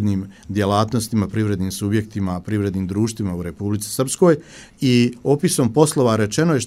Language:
Serbian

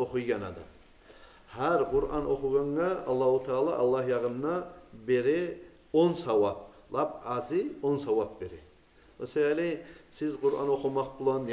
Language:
Kumyk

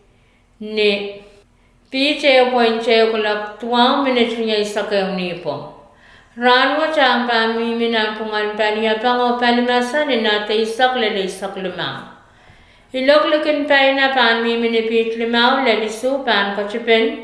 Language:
Pohnpeian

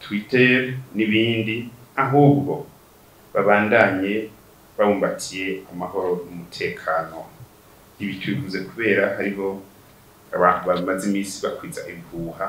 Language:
Rundi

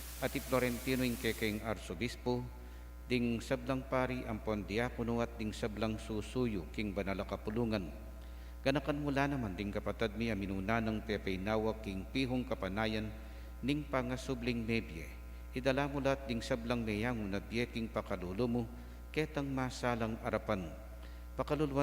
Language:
Pampanga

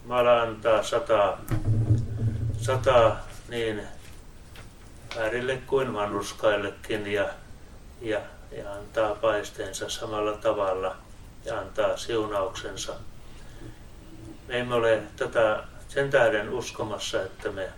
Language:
Finnish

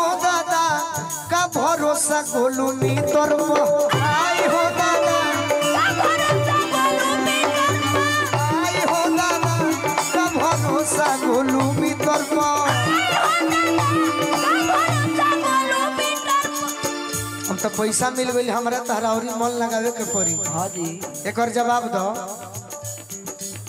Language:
Bhojpuri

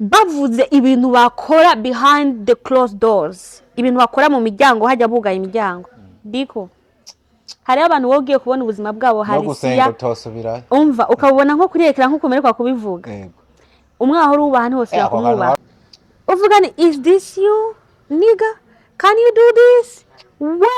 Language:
Rundi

